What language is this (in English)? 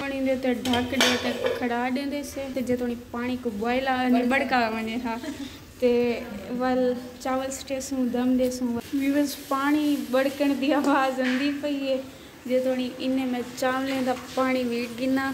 Saraiki